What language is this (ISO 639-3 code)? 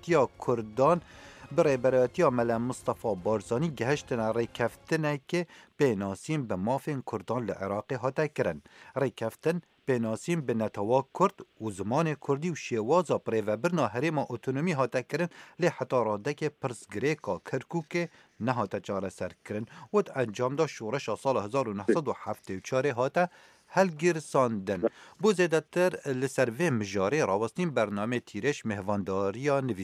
kur